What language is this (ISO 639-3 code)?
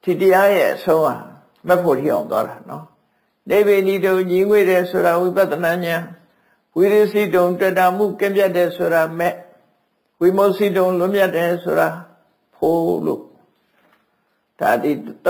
mya